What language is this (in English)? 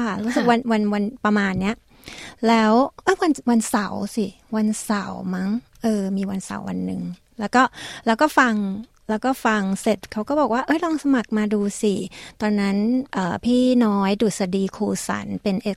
Thai